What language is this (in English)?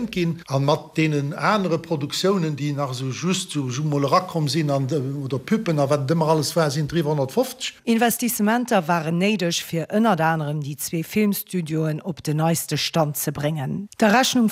Luxembourgish